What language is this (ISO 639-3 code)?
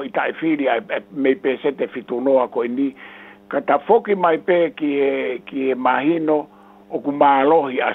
ton